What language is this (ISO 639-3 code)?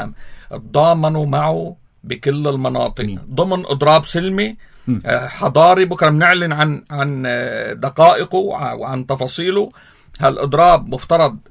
apc